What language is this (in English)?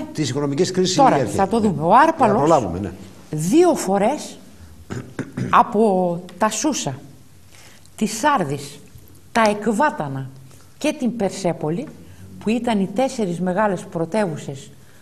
Greek